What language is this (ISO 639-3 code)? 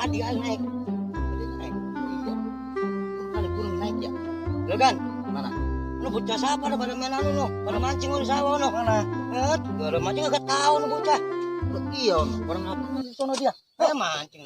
bew